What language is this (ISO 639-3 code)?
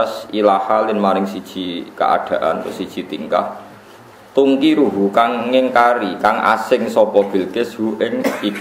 jav